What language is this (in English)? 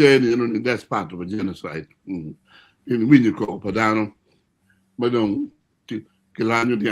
Acoli